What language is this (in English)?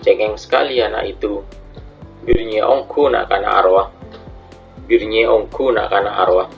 Madurese